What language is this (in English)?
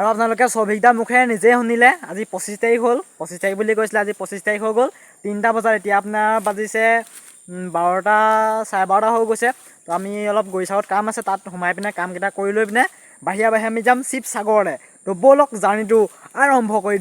Assamese